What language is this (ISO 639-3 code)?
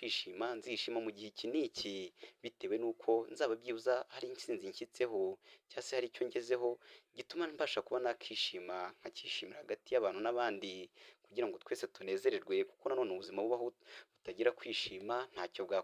kin